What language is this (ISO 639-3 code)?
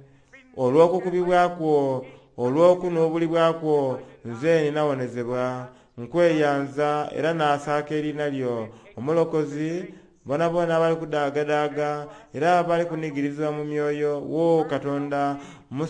xog